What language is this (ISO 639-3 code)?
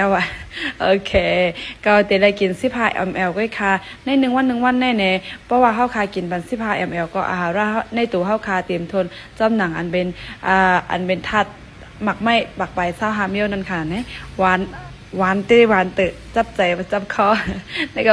shn